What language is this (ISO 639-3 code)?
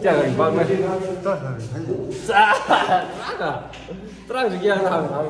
nmf